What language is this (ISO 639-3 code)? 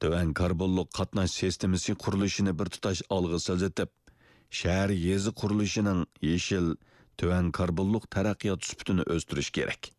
uig